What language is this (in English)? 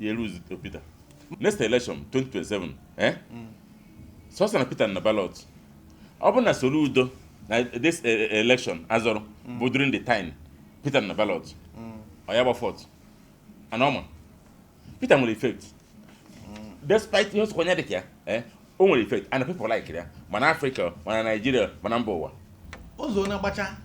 Igbo